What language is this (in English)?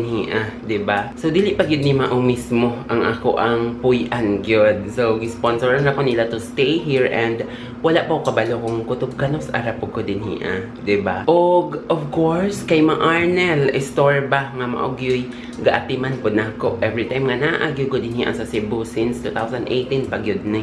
Cebuano